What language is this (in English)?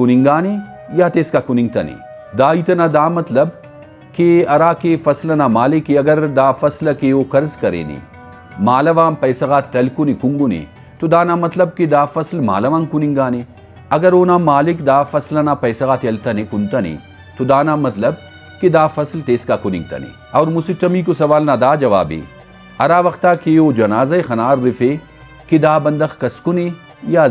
Brahui